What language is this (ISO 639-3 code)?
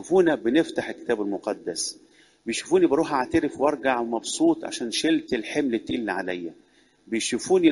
arz